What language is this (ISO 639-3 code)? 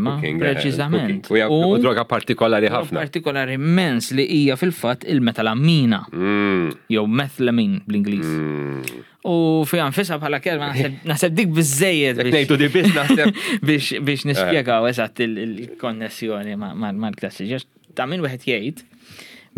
mlt